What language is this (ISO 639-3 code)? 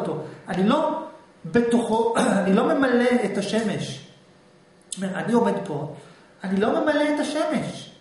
heb